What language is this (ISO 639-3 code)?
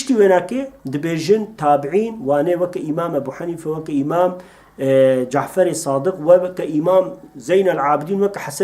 kur